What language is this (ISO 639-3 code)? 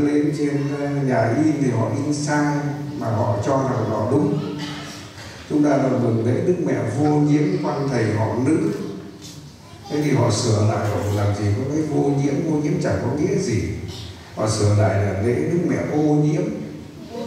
vie